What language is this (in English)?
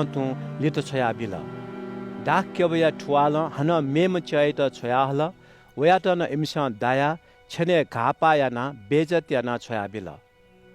Newari